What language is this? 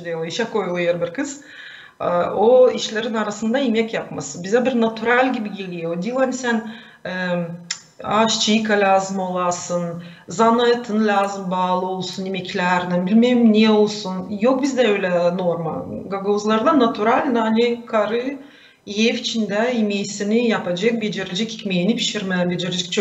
Gagauz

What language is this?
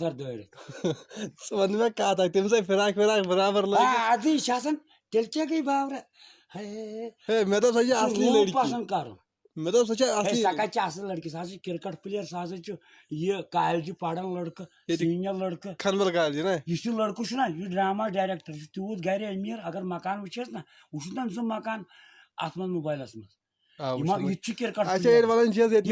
Kashmiri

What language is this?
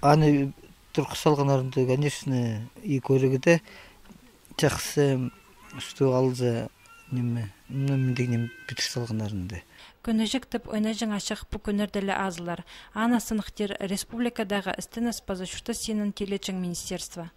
Khakas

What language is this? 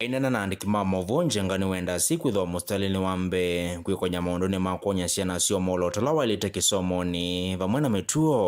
Kamba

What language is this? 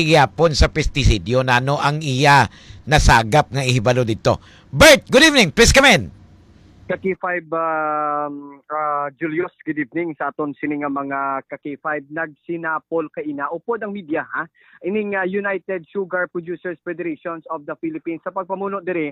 Hiligaynon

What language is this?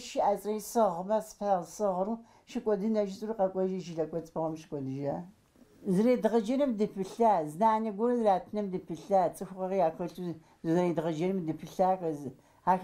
Kabardian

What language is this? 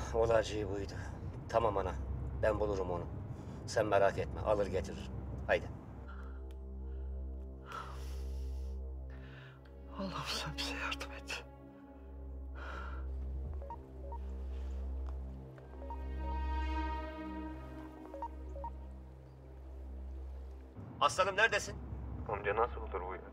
Turkish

